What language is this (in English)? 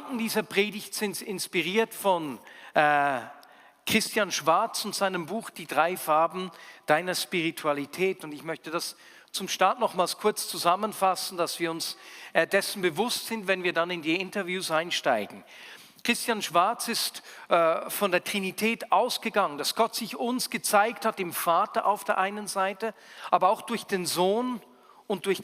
Swiss German